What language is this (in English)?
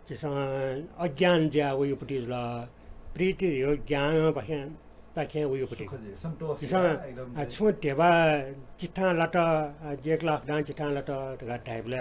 Newari